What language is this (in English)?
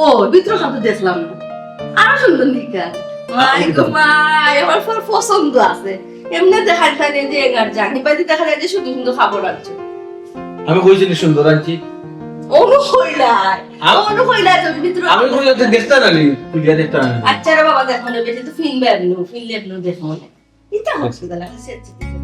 Sylheti